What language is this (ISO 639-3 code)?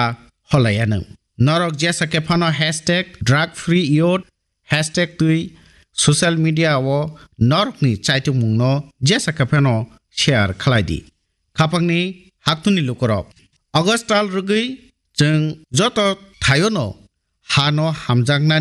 trp